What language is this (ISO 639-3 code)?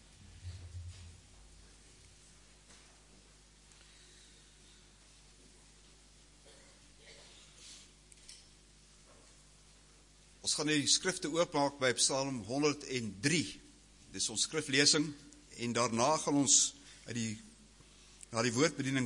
afr